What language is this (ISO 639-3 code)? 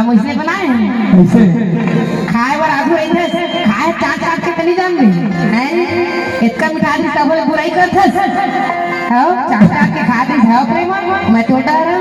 hne